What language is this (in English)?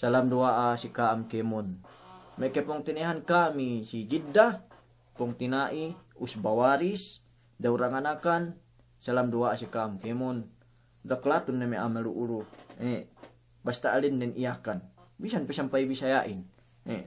Yakan